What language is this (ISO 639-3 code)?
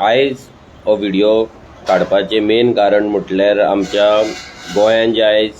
kok